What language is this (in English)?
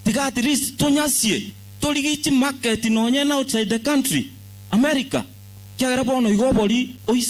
Gusii